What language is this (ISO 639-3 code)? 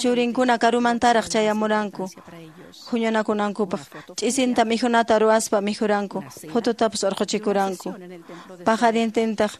que